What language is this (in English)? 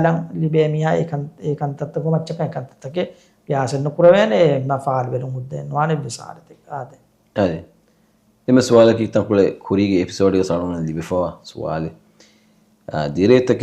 Divehi